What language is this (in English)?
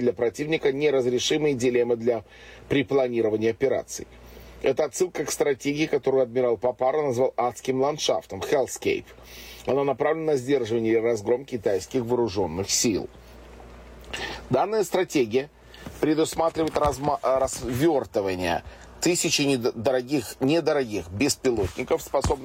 Russian